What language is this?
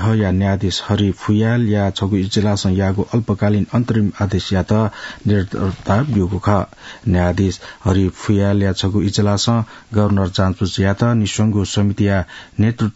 Newari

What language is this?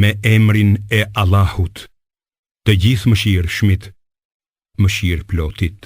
Albanian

